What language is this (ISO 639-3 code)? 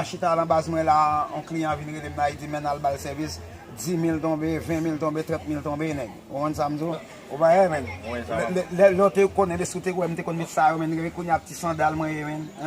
hat